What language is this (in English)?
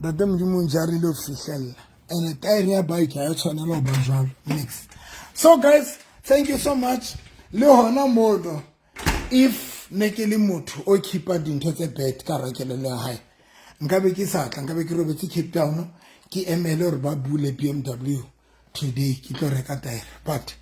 Southern Sotho